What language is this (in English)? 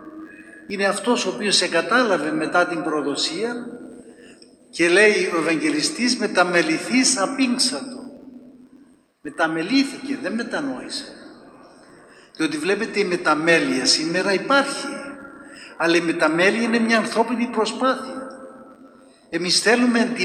Greek